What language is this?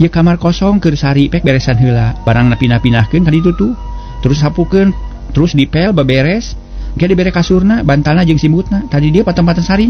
Sundanese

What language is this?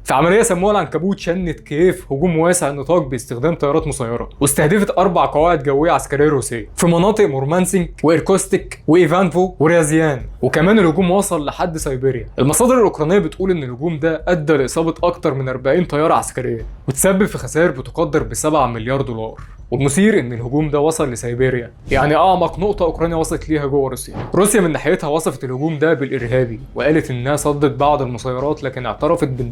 Egyptian Arabic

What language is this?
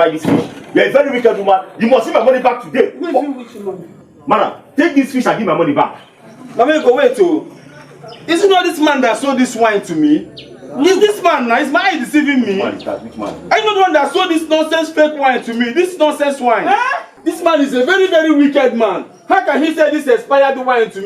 Nigerian Pidgin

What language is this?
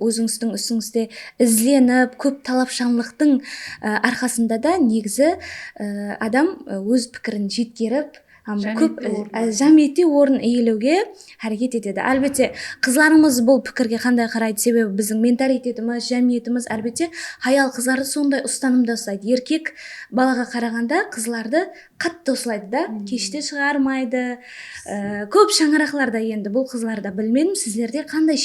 Kara-Kalpak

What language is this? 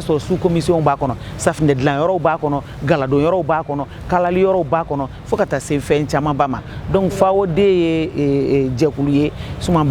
Bambara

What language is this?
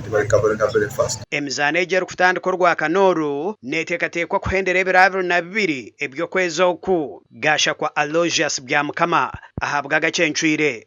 Nyankole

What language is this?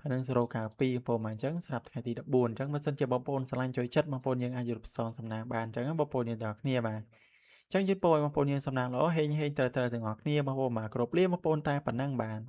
Khmer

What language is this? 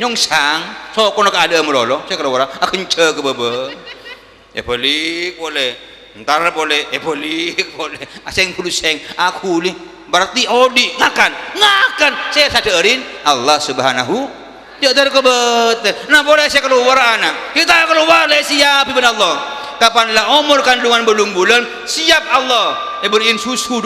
Madurese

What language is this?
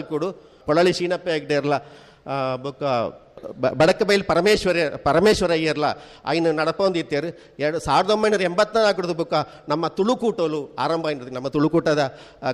Tulu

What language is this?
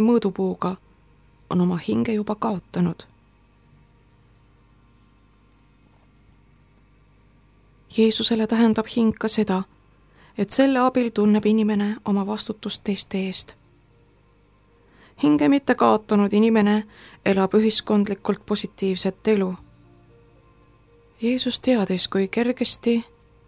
Estonian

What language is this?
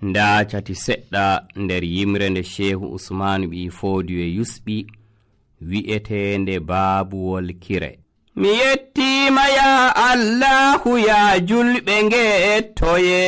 Nigerian Fulfulde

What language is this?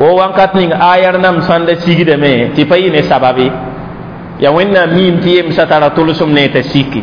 Mossi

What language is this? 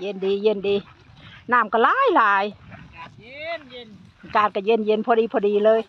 Lao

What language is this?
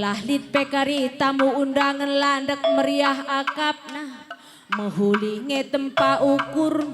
Batak Karo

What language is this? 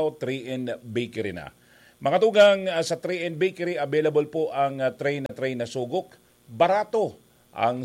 Bikol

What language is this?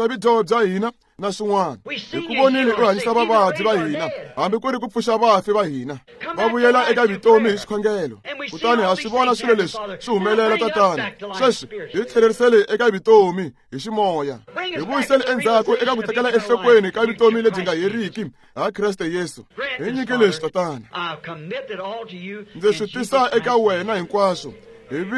Tsonga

